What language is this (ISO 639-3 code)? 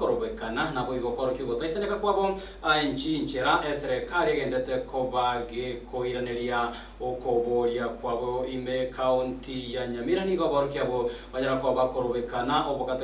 guz